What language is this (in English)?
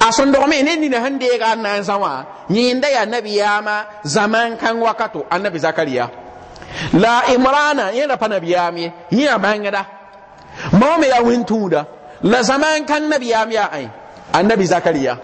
Mossi